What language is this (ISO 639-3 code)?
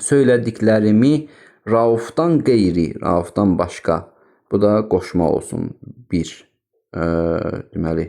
aze